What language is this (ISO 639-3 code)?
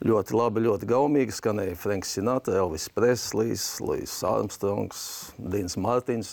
lav